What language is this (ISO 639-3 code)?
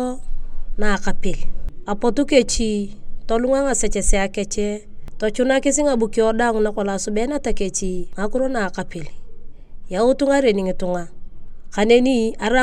tuv